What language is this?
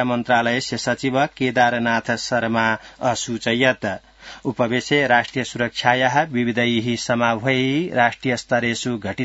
Sanskrit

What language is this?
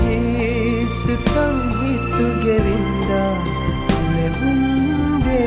Divehi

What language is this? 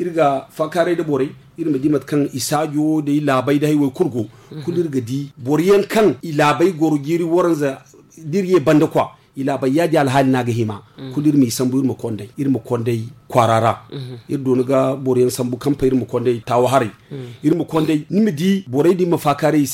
Zarma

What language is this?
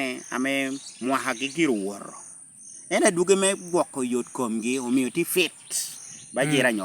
Lango (Uganda)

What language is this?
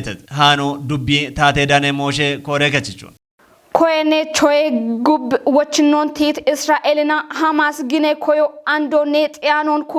Kafa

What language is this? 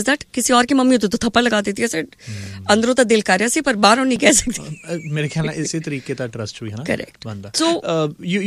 Punjabi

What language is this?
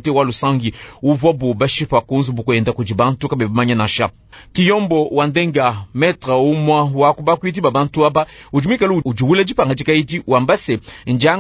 Luba-Lulua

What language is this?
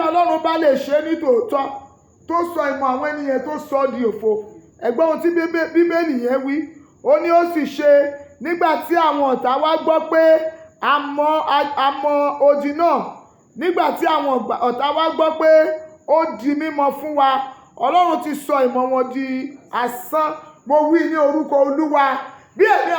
Yoruba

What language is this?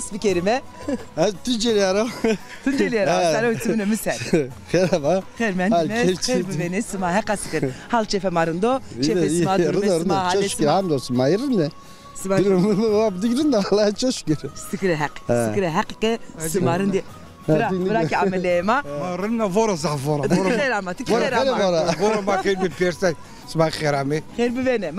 Zaza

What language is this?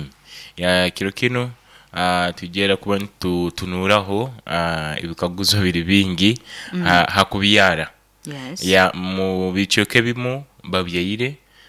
Nyoro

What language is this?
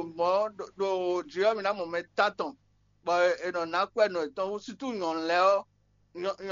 Fon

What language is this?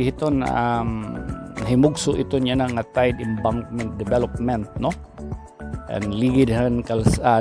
Waray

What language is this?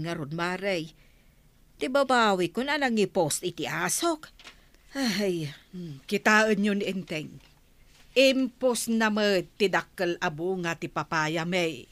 Iloko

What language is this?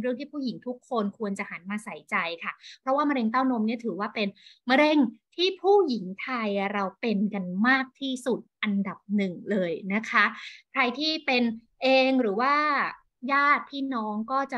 Thai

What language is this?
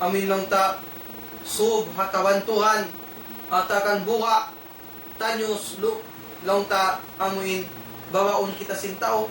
Tausug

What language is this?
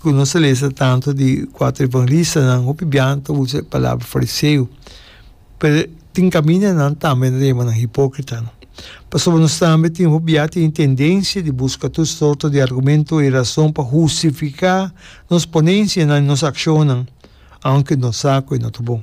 Papiamento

